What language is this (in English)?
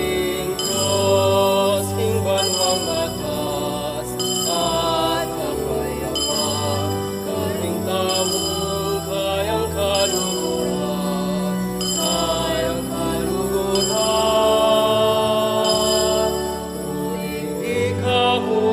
Pampanga